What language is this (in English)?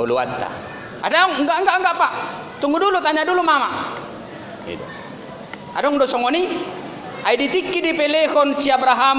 Batak Toba